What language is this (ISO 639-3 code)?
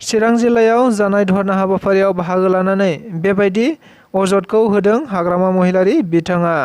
brx